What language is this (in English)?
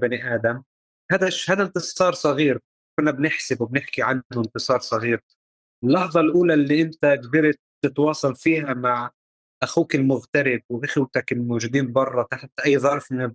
North Levantine Arabic